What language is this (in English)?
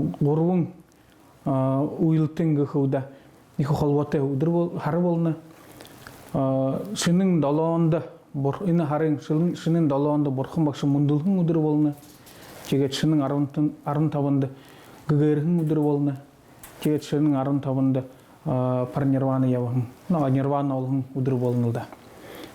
Buriat